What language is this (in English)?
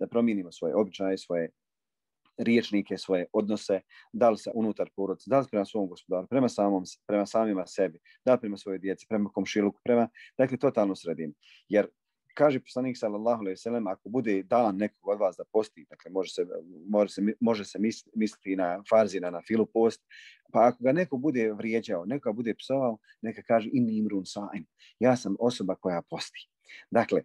Bosnian